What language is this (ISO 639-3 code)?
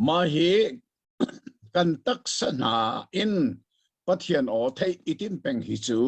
cnh